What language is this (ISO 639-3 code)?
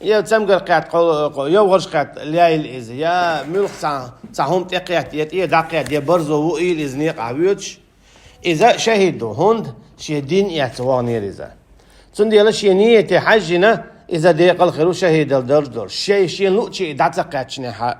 che